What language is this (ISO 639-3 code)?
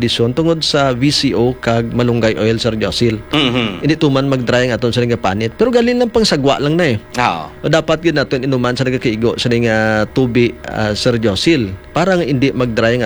hil